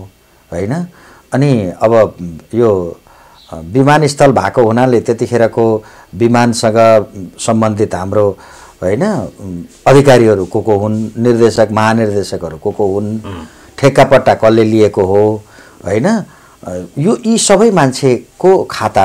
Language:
Nepali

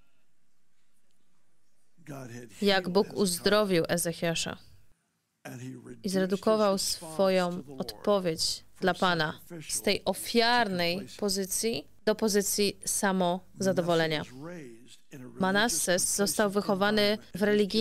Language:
Polish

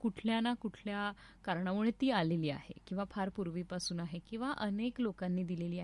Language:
Marathi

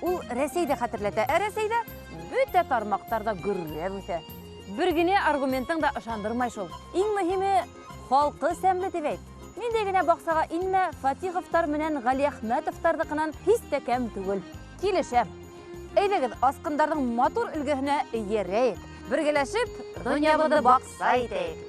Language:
Bashkir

